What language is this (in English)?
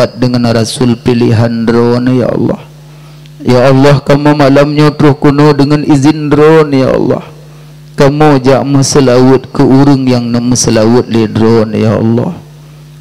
Achinese